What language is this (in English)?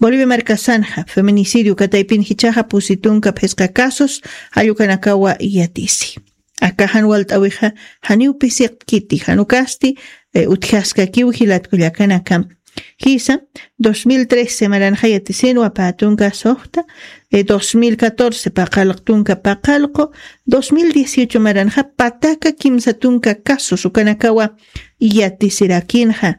Aymara